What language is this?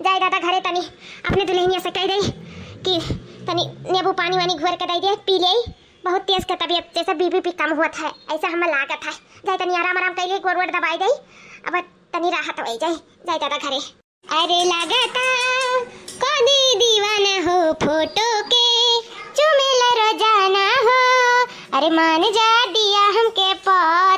Awadhi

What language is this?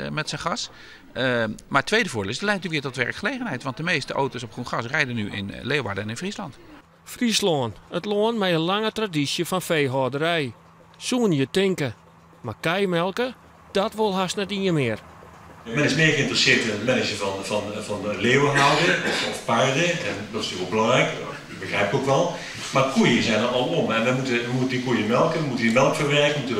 Western Frisian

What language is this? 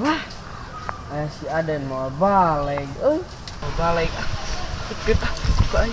Sundanese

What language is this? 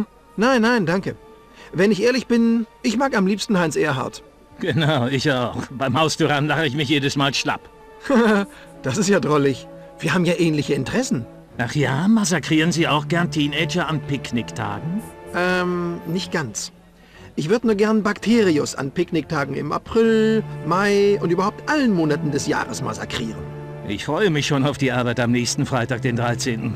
Bavarian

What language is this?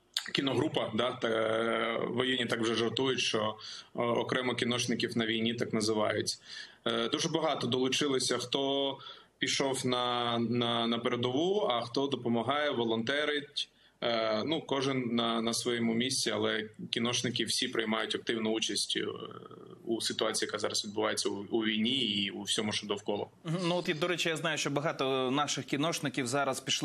Ukrainian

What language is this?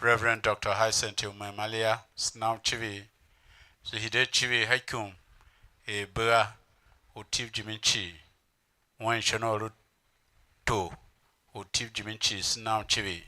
Tiv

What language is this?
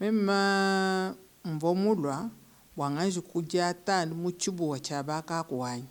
Luba-Lulua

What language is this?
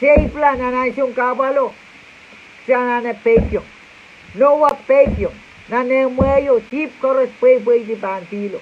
Pohnpeian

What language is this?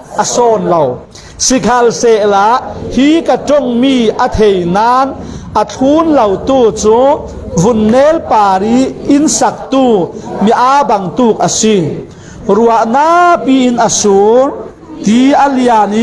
Falam Chin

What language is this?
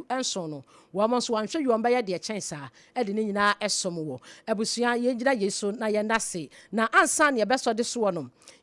Akan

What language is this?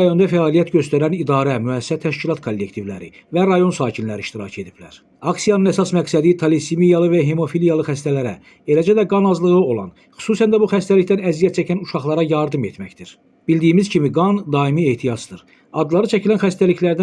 Azerbaijani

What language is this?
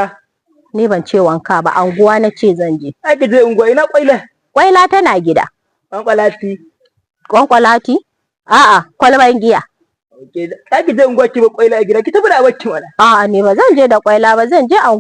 Hausa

